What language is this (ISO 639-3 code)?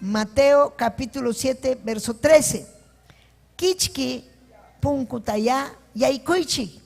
quy